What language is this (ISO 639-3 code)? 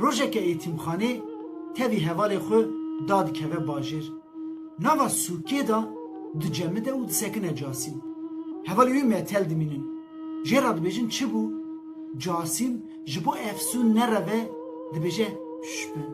kur